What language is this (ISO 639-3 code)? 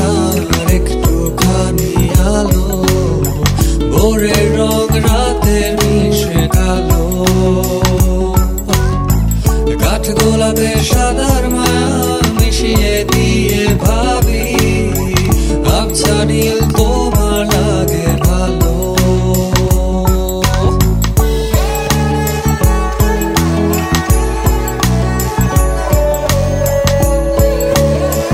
ben